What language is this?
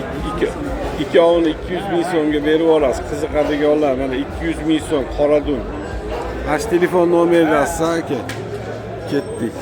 Uzbek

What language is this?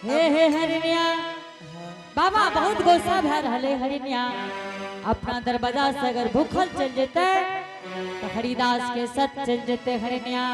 Angika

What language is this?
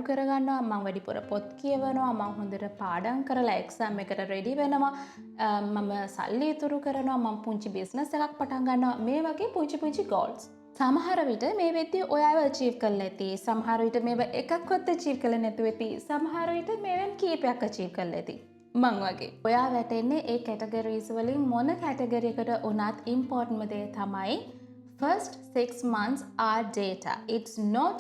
Sinhala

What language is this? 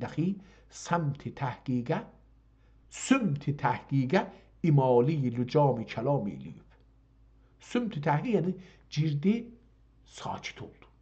South Azerbaijani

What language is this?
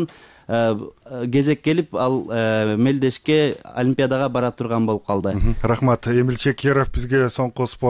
Kyrgyz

